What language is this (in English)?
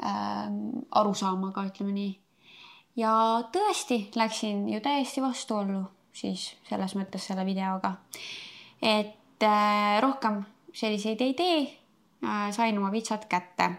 Estonian